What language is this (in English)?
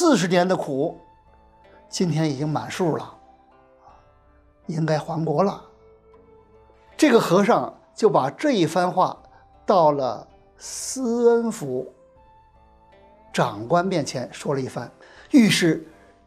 Chinese